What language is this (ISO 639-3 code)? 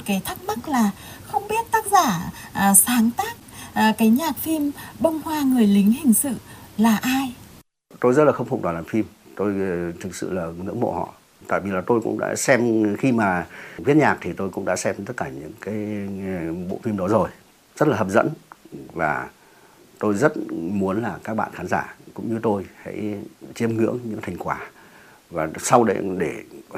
vie